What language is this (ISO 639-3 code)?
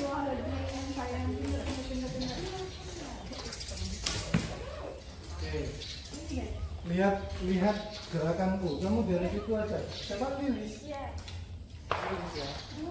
ind